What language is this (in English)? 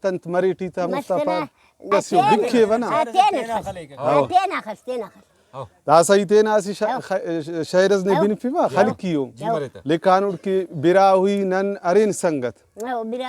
Brahui